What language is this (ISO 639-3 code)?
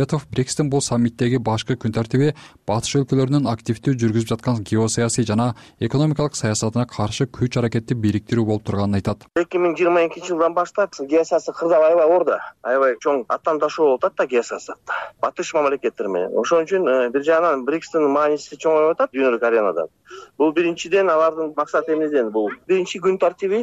kir